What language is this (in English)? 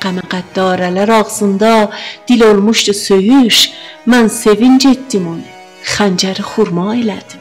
South Azerbaijani